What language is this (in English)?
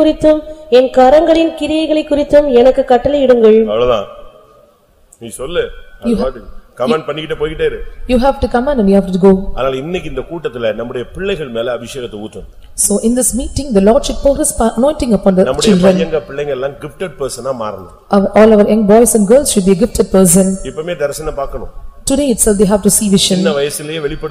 Tamil